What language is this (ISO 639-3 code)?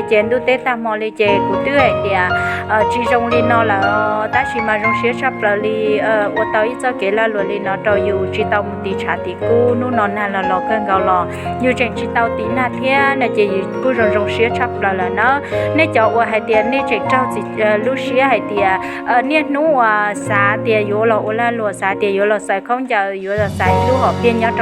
hmn